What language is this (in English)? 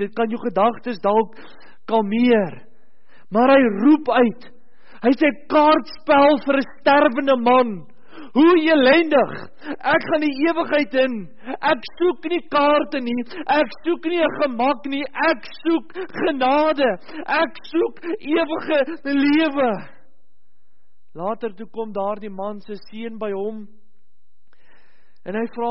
Afrikaans